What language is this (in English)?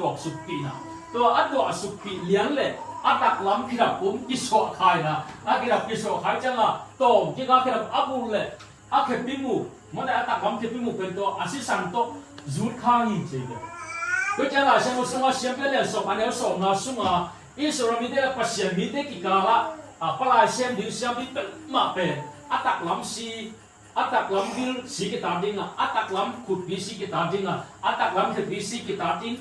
Tedim Chin